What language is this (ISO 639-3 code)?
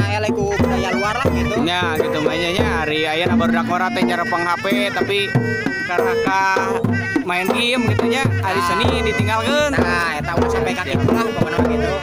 sun